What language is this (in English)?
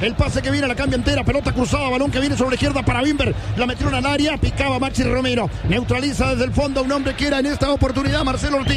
Spanish